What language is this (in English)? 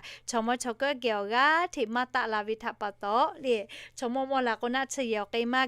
Lahu